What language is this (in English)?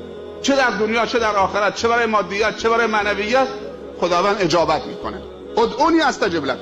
Persian